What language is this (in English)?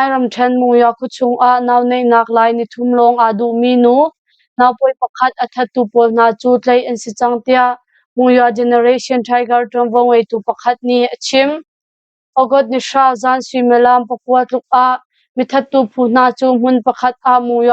Hakha Chin